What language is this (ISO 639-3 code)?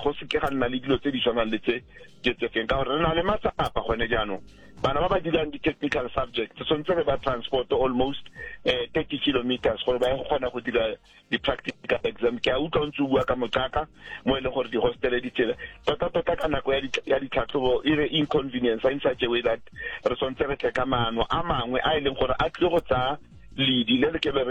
tsn